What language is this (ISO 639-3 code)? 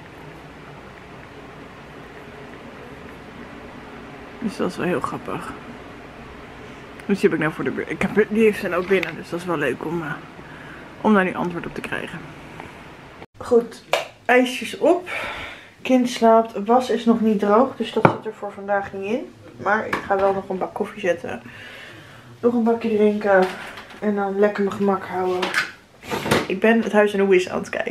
nld